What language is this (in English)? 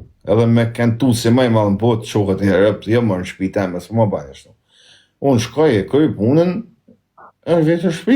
Albanian